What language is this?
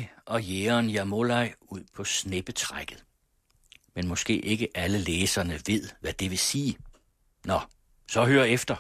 Danish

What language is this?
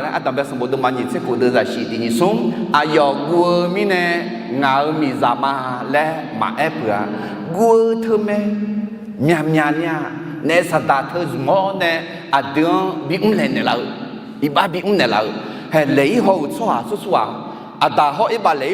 Akha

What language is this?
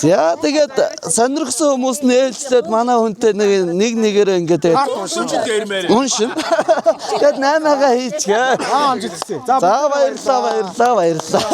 Mongolian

